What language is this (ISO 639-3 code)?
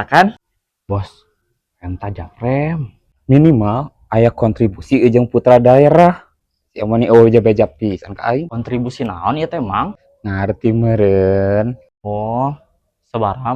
sun